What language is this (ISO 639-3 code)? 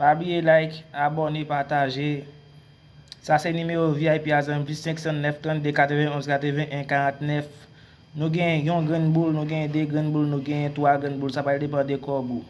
hat